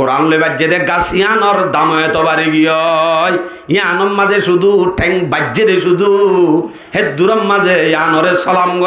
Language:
Rohingya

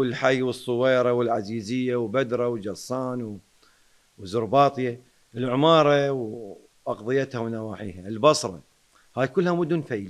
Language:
Mesopotamian Arabic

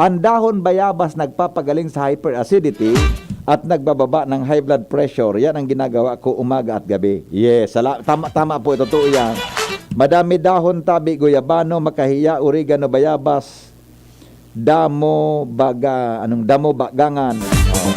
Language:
Bikol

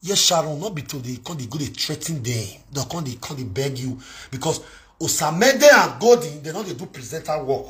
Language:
Nigerian Pidgin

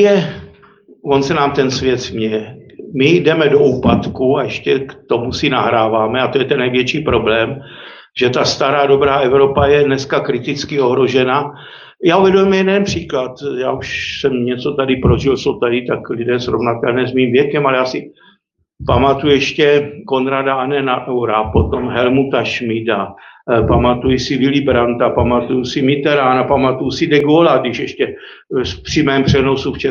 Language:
Czech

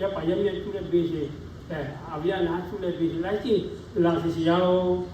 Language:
Lahu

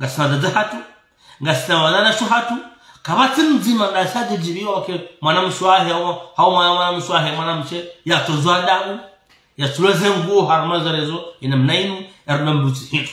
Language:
Ngazidja Comorian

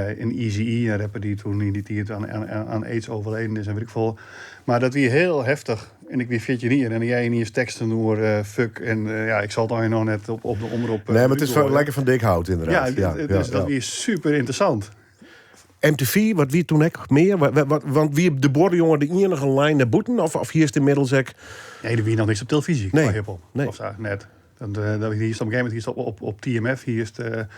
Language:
Western Frisian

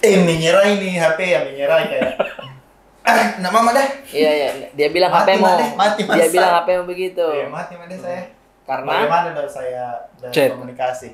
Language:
Makassar Malay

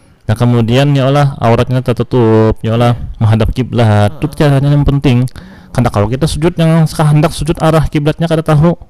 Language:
Banjar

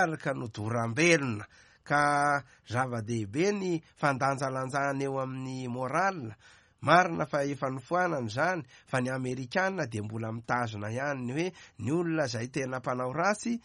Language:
Malagasy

